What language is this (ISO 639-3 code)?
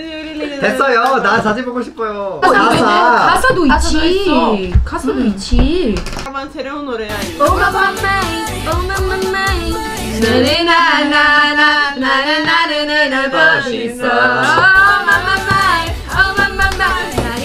kor